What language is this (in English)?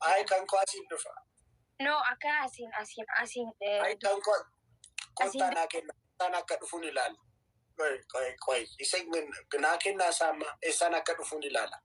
Oromo